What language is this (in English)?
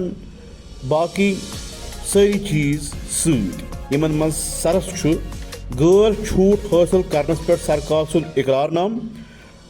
Kashmiri